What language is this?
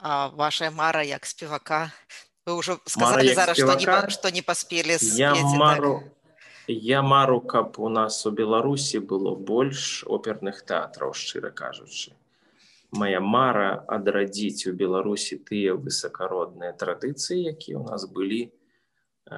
Belarusian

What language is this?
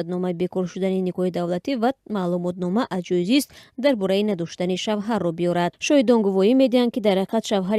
Tajik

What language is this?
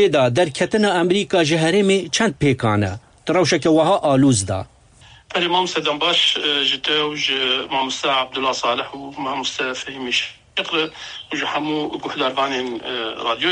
Kurdish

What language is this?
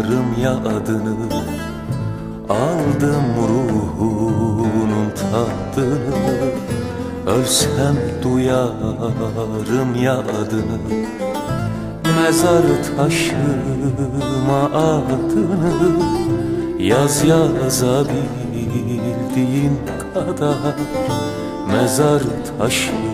Turkish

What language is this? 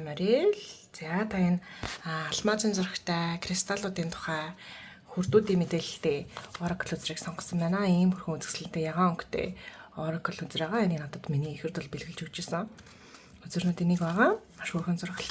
Mongolian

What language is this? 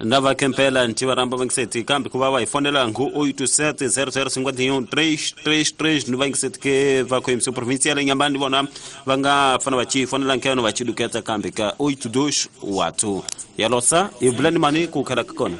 Tsonga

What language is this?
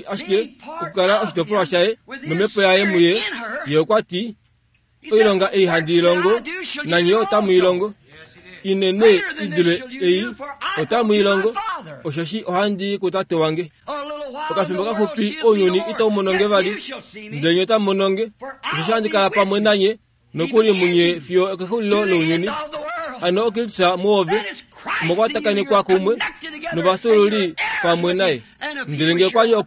Kuanyama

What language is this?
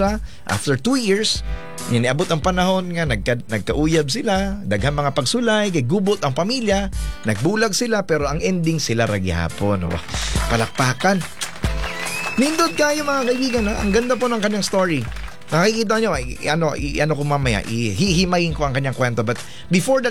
Cebuano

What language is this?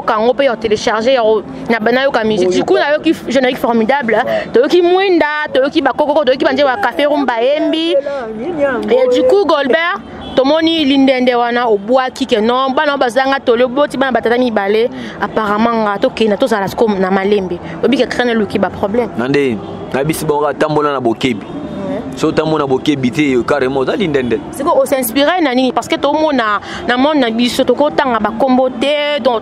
Lingala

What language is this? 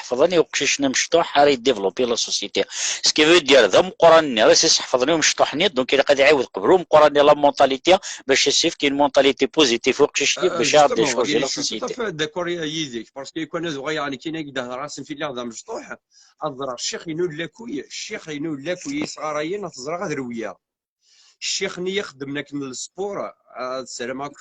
Kabyle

